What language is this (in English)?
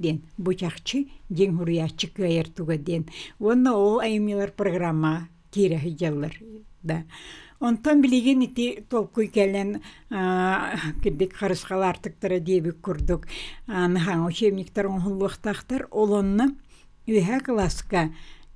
Yakut